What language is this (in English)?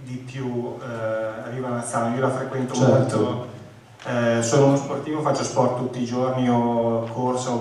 Italian